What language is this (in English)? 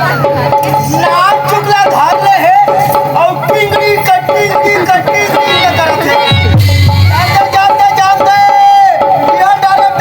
Chhattisgarhi